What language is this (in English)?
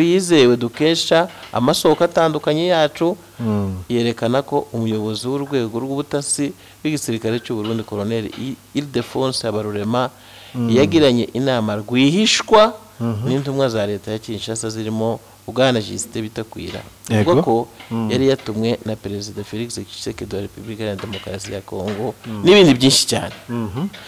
Kinyarwanda